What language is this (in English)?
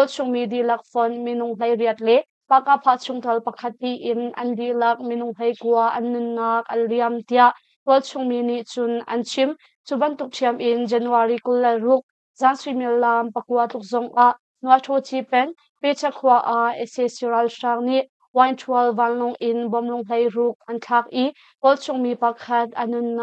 Hakha Chin